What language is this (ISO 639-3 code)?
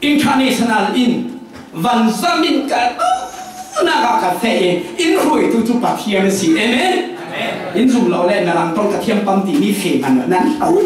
cfm